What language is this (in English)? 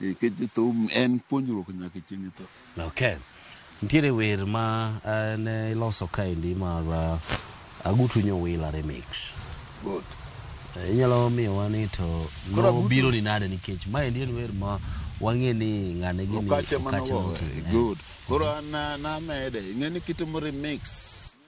Luo (Kenya and Tanzania)